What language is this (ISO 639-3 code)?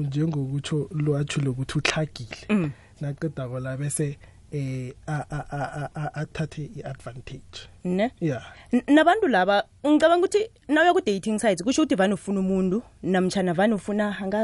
nbl